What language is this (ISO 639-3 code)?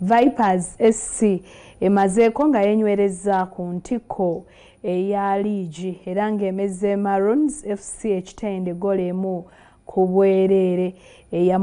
lug